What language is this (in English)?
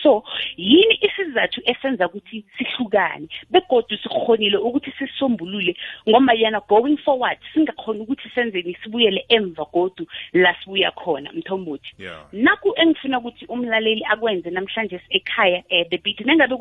South Ndebele